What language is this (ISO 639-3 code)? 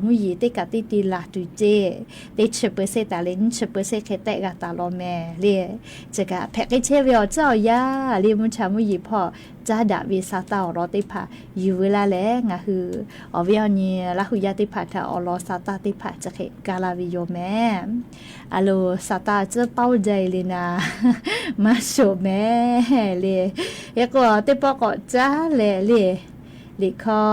lhu